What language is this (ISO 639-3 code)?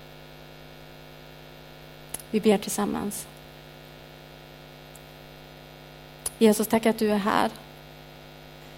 swe